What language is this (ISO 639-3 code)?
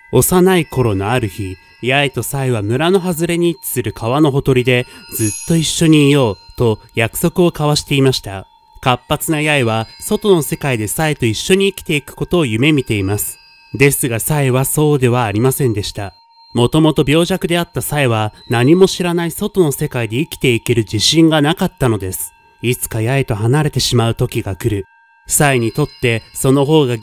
jpn